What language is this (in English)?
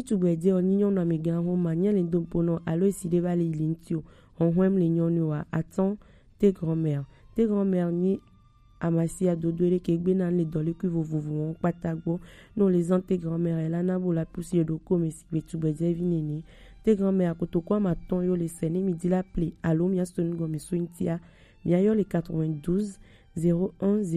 Gen